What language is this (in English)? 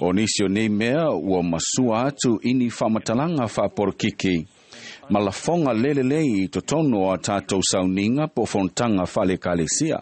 Samoan